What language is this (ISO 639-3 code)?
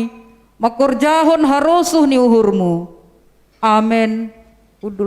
bts